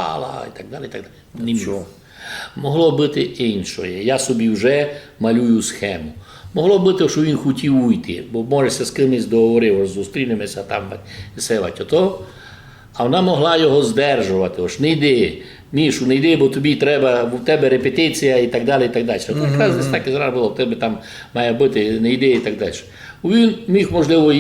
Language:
Rusyn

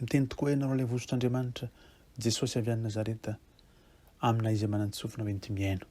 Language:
Malagasy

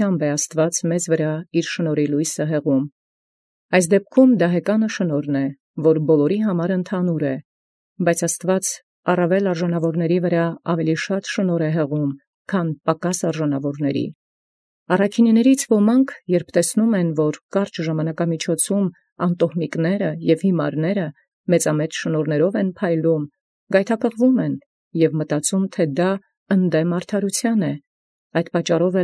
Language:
Armenian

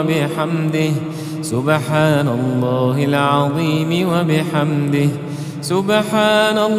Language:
Arabic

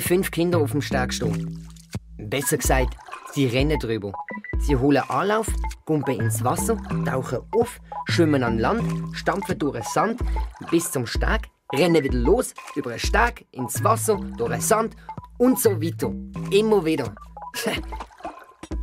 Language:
Swiss German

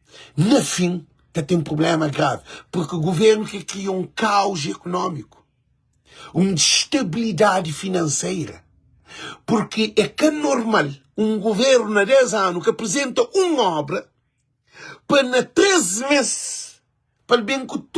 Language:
Kabuverdianu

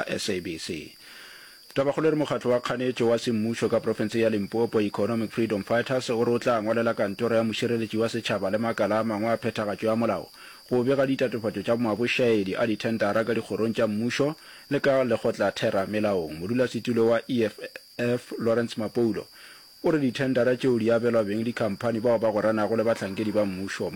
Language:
Northern Sotho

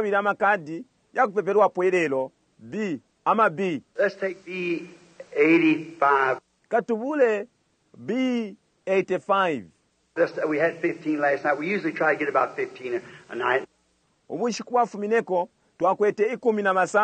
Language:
Bemba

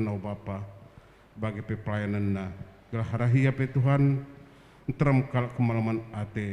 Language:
Batak Karo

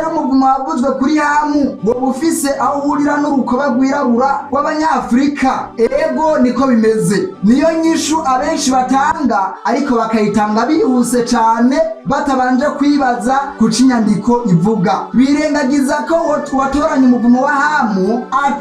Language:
Rundi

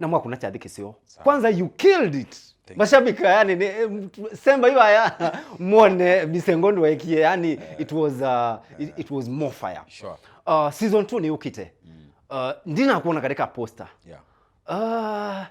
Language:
Kamba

